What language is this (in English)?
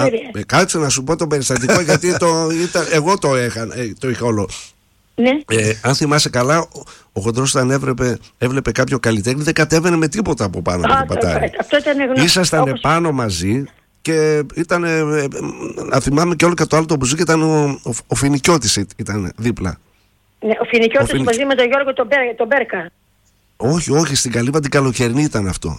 Greek